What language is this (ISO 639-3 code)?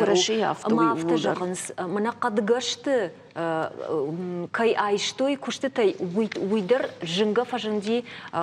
oss